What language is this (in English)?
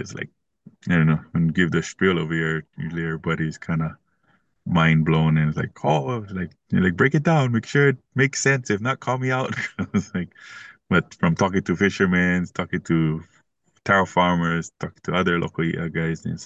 English